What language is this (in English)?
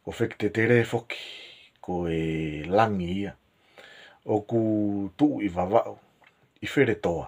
Tongan